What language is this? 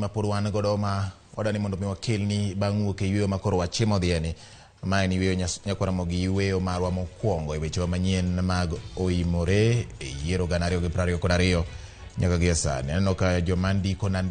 Luo (Kenya and Tanzania)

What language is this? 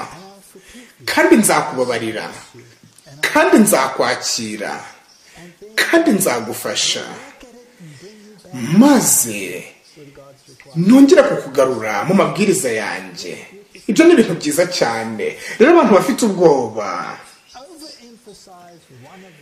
Kinyarwanda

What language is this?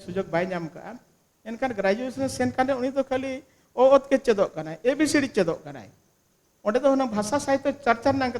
Santali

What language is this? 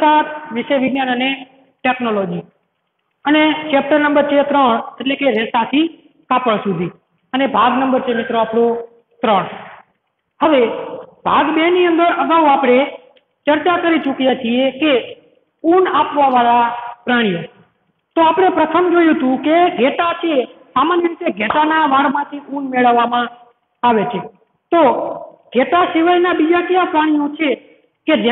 Gujarati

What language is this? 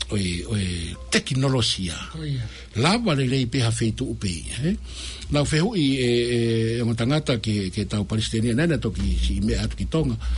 Tongan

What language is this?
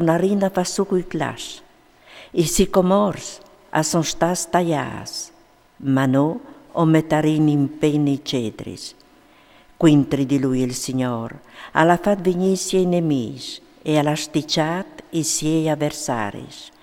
Friulian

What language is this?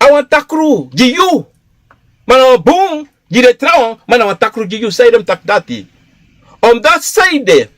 Sranan Tongo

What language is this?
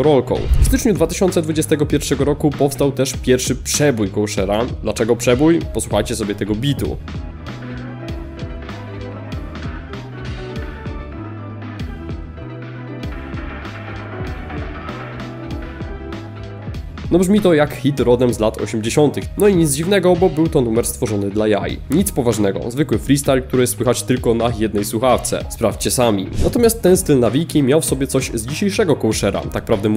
Polish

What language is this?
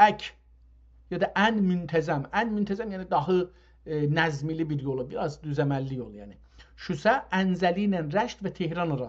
South Azerbaijani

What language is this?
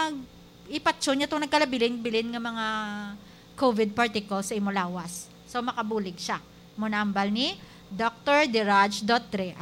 Hiligaynon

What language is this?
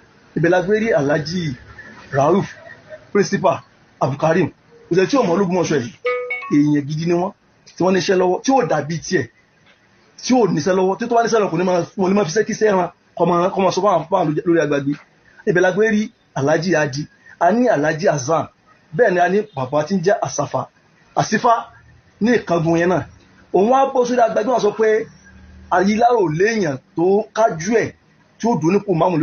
Yoruba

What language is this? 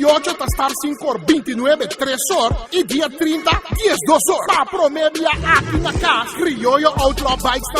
Papiamento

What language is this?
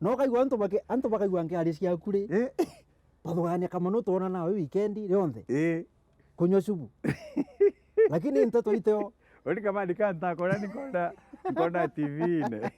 Meru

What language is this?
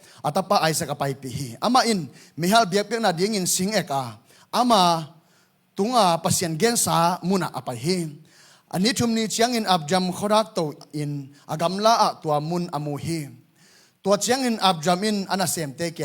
Tedim Chin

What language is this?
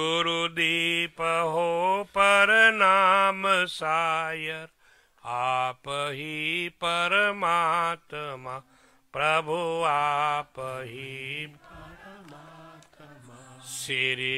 Sanskrit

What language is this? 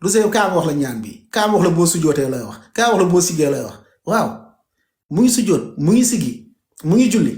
Wolof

